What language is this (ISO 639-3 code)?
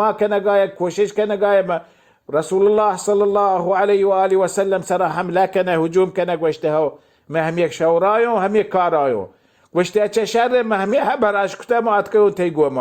bal